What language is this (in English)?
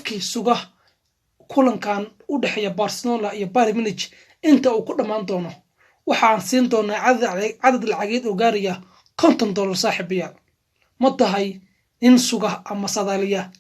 Somali